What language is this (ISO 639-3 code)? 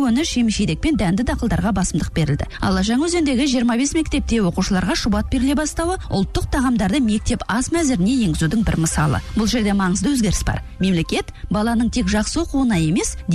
kaz